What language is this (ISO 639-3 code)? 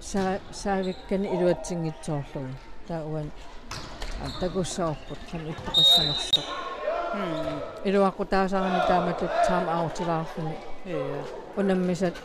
kal